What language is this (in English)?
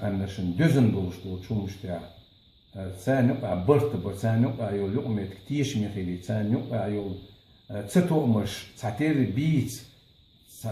Chechen